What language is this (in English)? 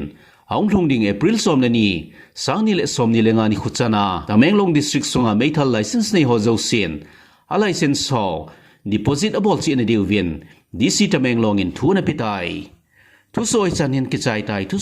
Thado Chin